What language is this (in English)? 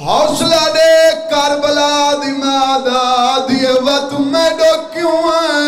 Saraiki